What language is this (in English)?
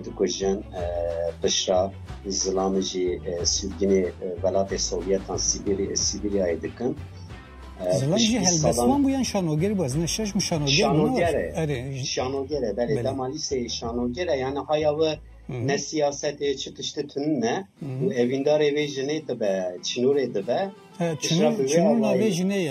Kurdish